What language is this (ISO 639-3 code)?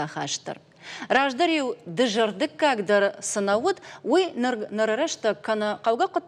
oss